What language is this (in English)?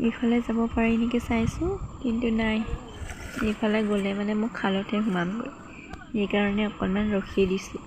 Assamese